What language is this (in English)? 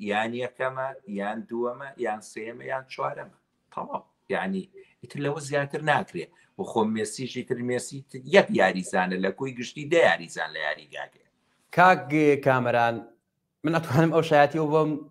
Central Kurdish